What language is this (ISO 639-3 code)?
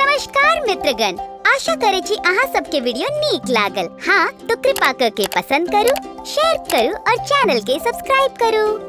mai